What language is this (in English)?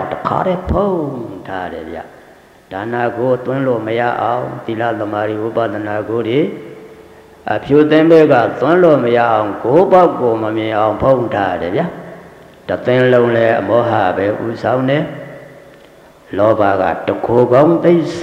Burmese